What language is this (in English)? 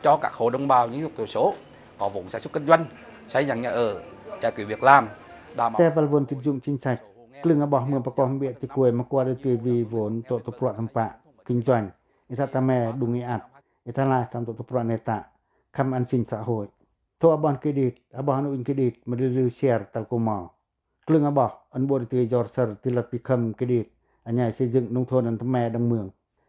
Pacoh